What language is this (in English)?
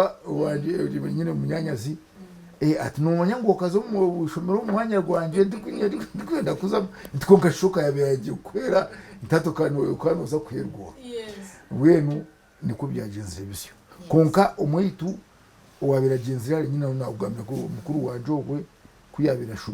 Nyankole